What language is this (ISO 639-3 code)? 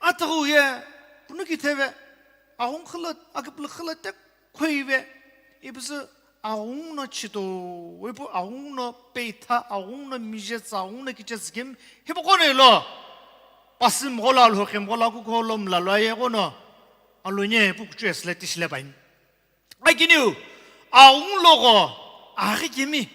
nsm